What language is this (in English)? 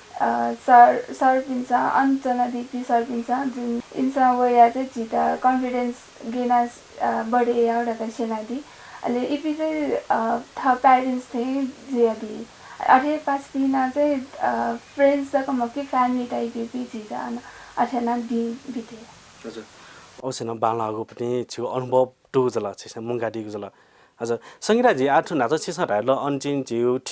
Newari